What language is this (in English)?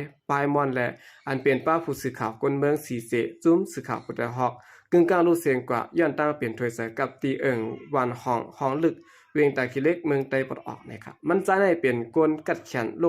Shan